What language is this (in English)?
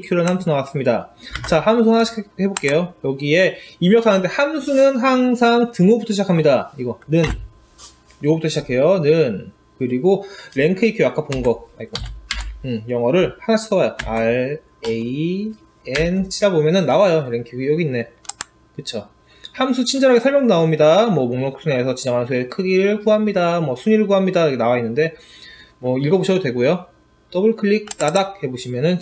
Korean